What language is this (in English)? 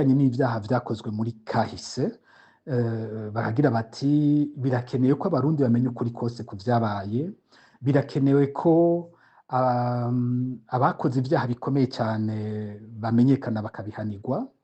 Rundi